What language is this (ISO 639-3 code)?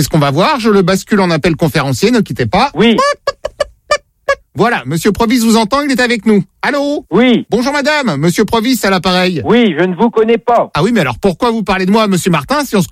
fra